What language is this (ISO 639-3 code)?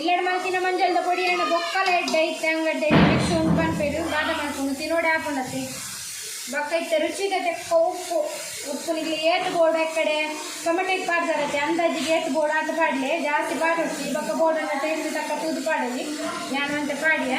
tcy